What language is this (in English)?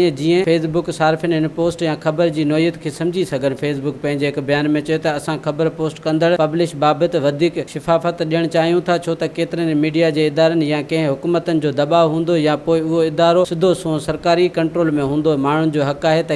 Sindhi